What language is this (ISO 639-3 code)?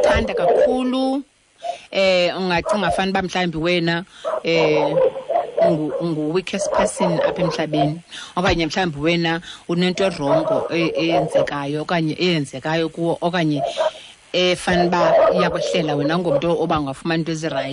xho